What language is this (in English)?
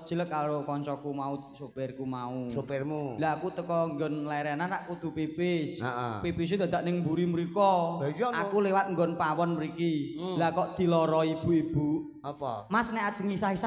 Javanese